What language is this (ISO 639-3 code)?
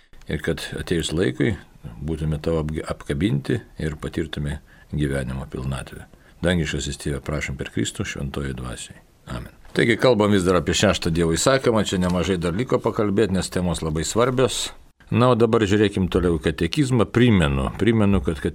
lit